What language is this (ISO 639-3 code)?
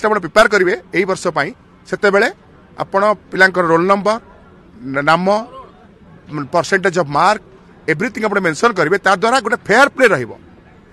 ori